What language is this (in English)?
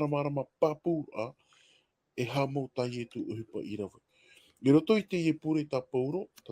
Tahitian